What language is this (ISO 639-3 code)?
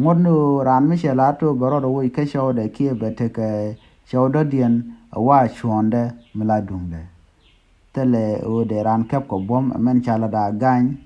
nus